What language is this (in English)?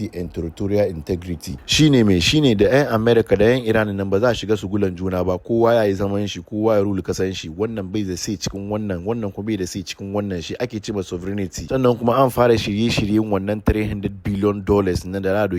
Hausa